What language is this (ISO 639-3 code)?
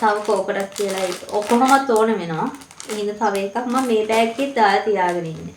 sin